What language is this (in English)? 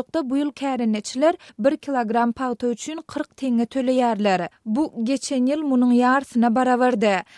Turkmen